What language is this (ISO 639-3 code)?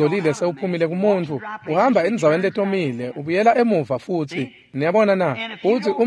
ssw